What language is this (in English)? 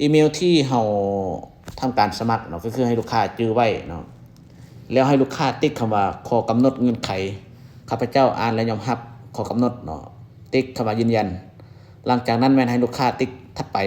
Lao